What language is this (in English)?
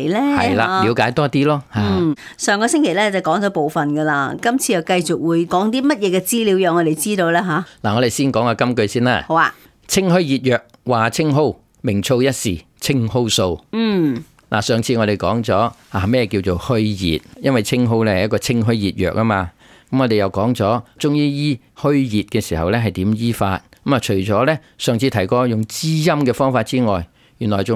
Cantonese